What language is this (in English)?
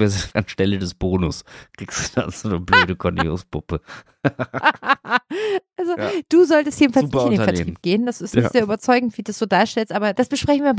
German